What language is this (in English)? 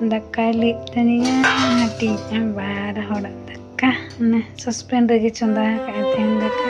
Santali